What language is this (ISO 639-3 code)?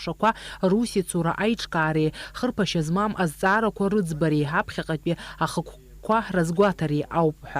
abk